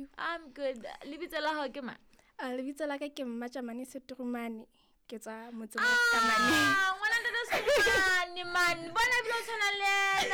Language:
Southern Sotho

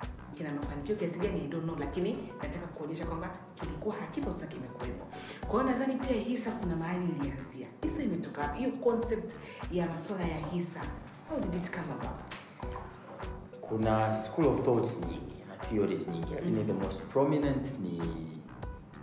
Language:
Swahili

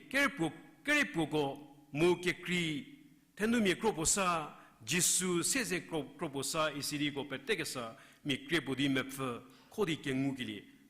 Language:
Angami Naga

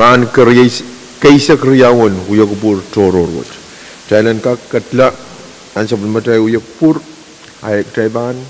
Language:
Pohnpeian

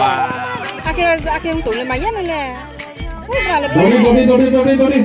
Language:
Riang (India)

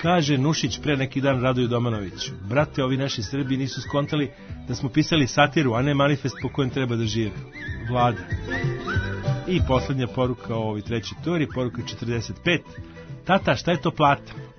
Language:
Serbian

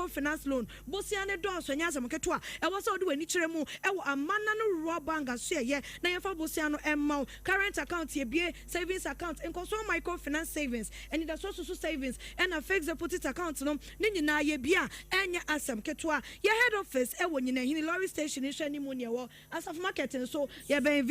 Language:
Akan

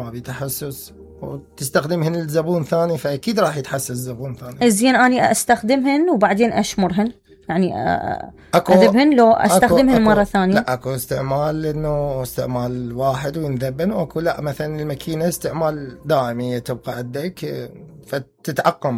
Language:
Mesopotamian Arabic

